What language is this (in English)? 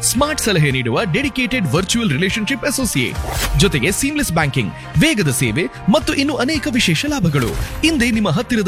Kannada